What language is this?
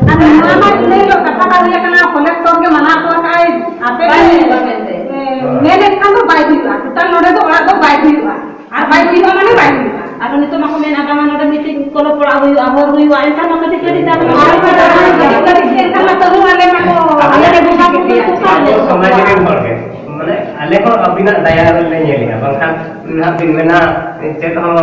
Santali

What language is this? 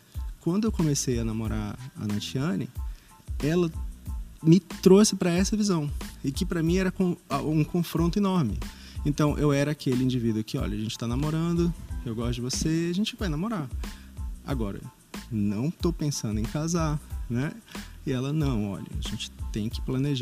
Portuguese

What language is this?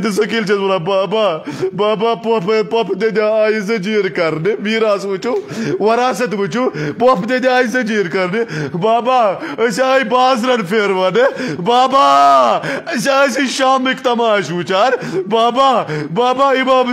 Kashmiri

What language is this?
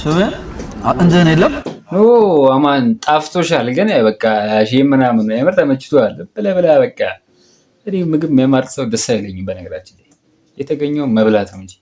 Amharic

